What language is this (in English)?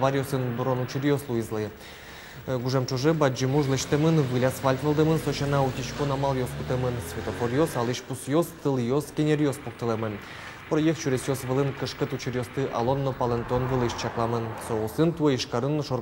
Udmurt